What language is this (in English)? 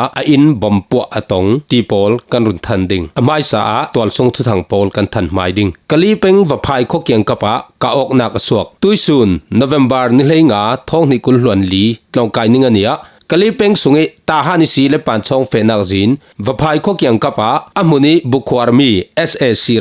Falam Chin